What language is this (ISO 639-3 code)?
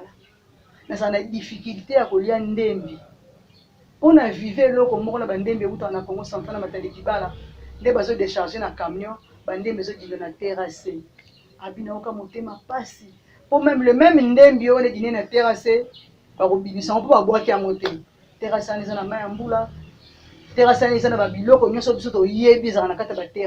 lin